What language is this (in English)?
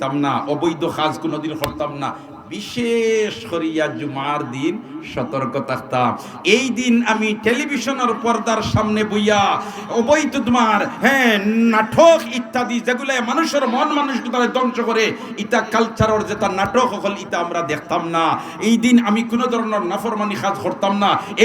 Sylheti